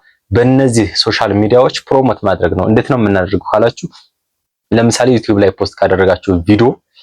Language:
Amharic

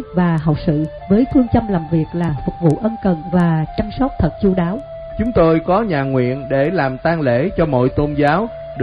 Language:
Vietnamese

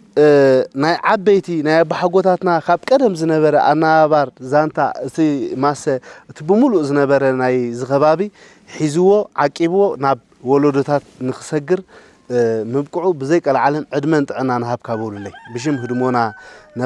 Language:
Tigrinya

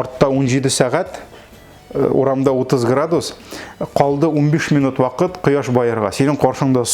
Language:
Tatar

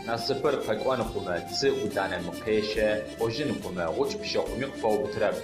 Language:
Adyghe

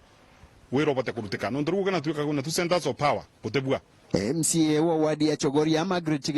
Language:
Meru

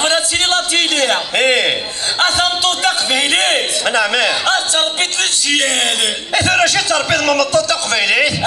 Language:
Kabyle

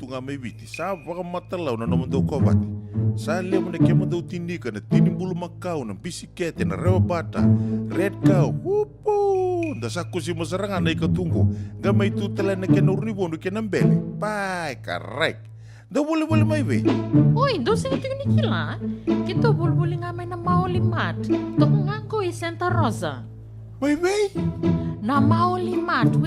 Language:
Fijian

